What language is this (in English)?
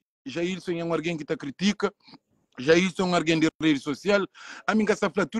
Kabuverdianu